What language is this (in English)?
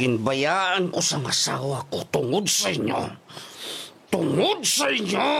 Hiligaynon